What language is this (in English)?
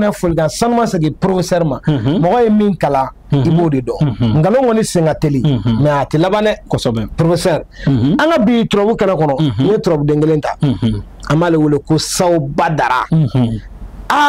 Bambara